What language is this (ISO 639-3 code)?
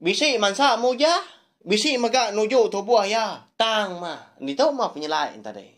iba